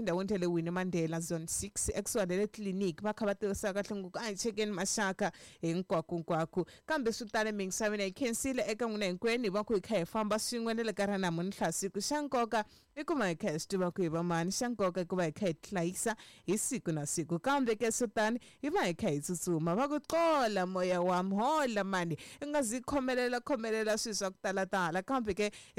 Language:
Tsonga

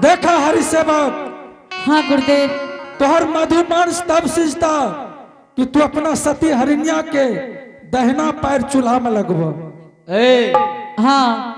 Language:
Angika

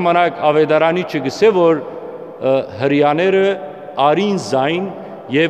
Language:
Western Armenian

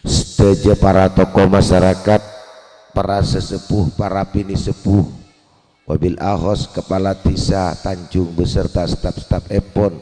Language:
Madurese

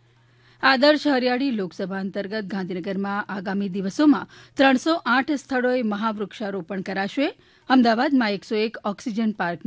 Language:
Gujarati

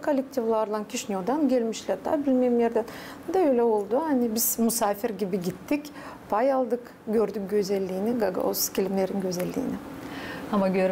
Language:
Gagauz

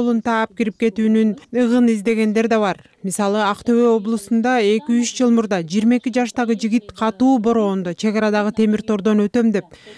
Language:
Kyrgyz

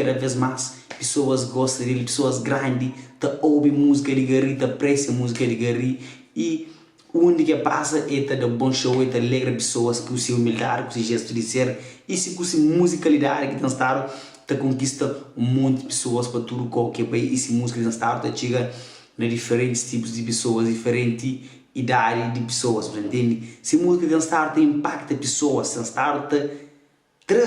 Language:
Kabuverdianu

